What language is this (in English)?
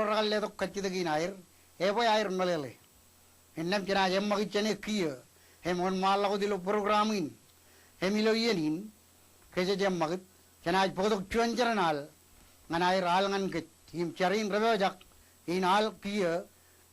Marshallese